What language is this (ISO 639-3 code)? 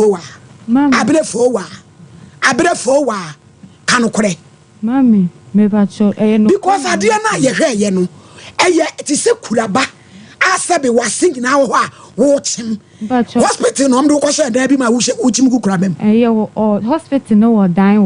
aka